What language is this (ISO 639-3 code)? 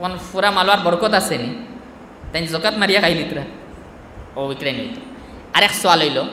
syl